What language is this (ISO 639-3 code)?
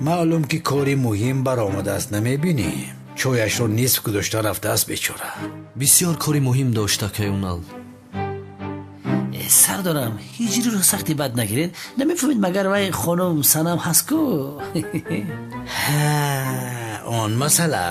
tgk